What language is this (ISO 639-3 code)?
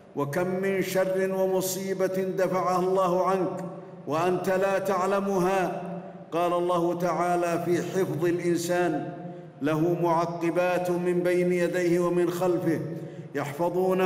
ara